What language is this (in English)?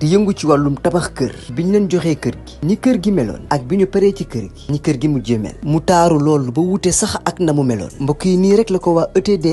Wolof